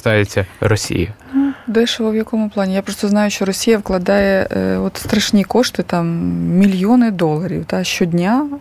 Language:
Ukrainian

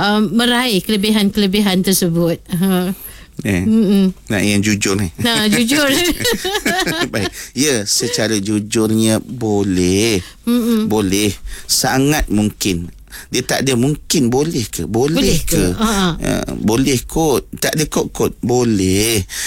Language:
Malay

